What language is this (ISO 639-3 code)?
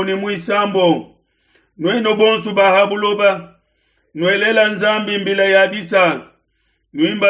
lua